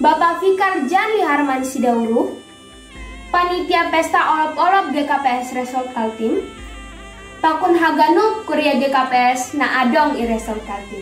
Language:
Batak Simalungun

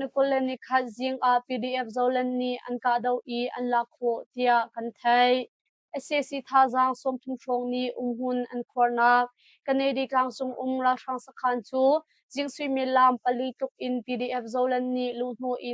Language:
Hakha Chin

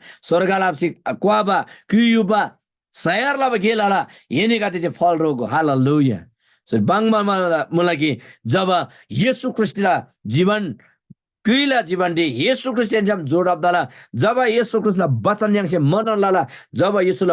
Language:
Eastern Tamang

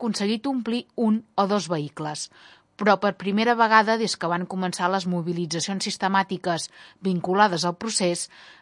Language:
Catalan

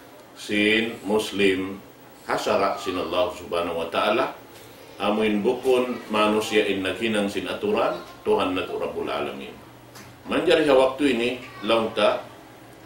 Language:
Tausug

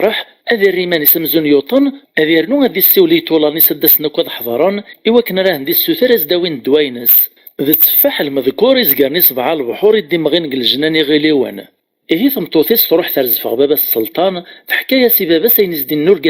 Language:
Kabyle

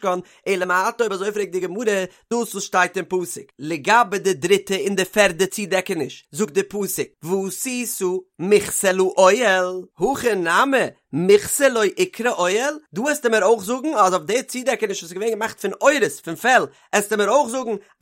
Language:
Yiddish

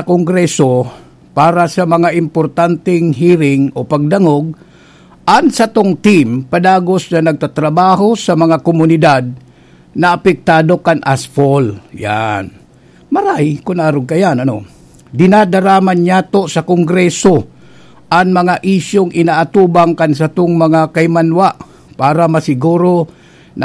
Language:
Bikol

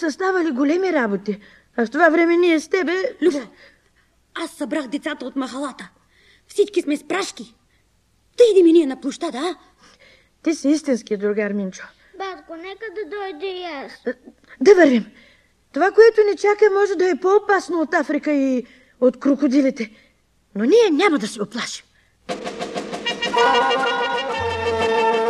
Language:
Bulgarian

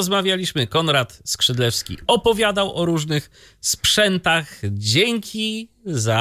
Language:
Polish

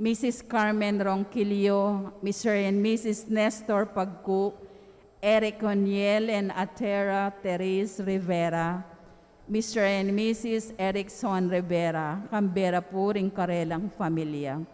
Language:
Pampanga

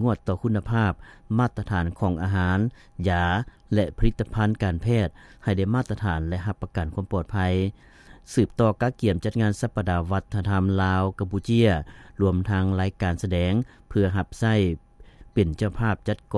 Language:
Lao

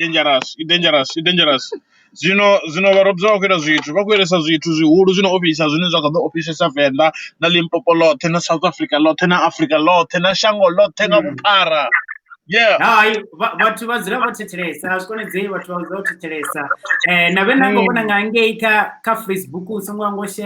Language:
Venda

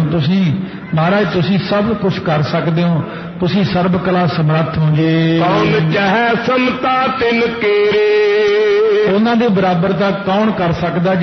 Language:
Punjabi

